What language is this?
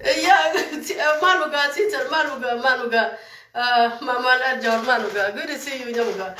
Nuer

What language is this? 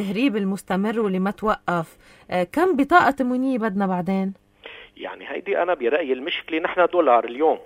North Levantine Arabic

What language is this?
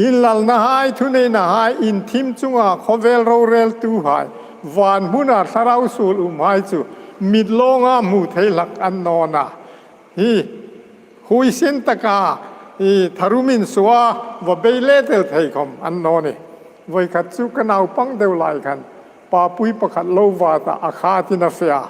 Hmar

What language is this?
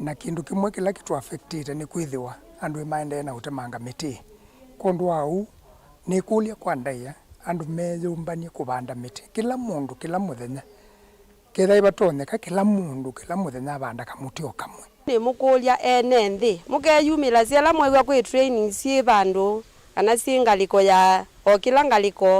Kamba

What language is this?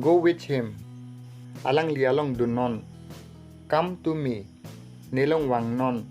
Karbi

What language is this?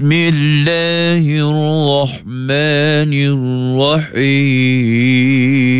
Malay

